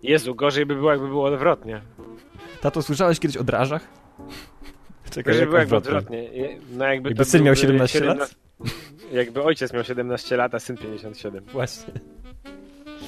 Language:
Polish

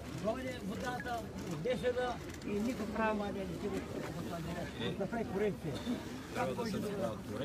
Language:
Bulgarian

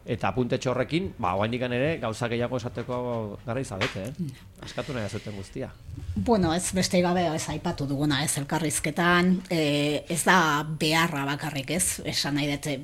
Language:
Basque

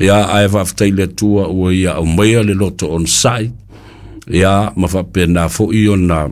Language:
Samoan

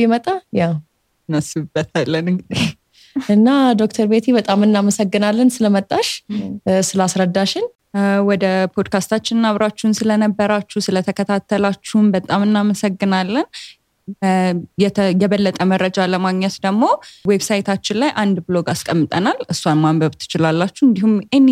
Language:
Amharic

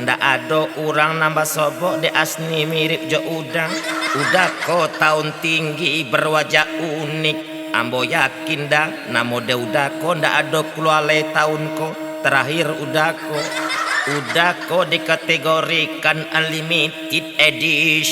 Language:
Minangkabau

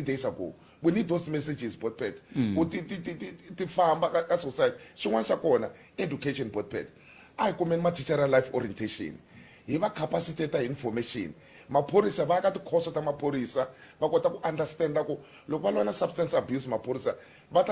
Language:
Tsonga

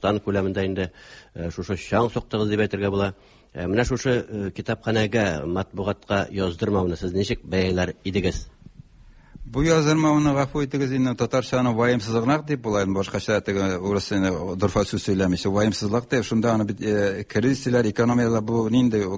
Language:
Tatar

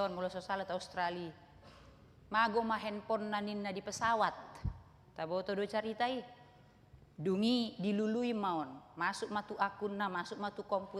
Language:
Batak Toba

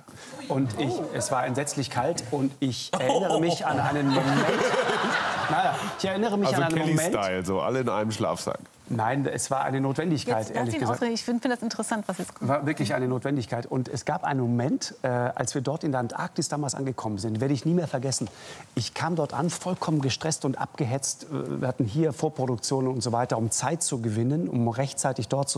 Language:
German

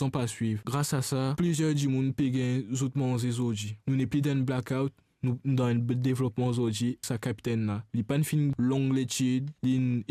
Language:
Morisyen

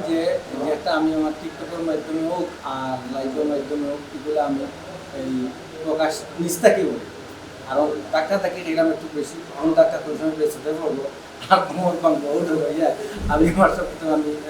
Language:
Sylheti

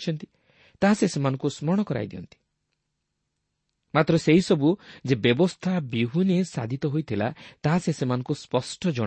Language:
Odia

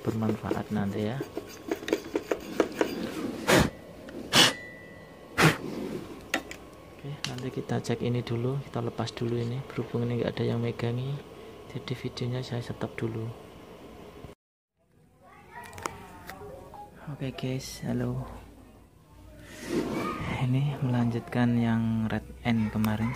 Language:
Indonesian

